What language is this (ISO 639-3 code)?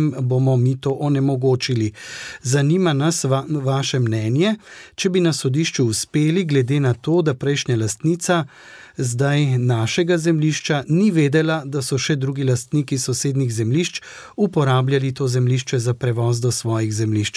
slv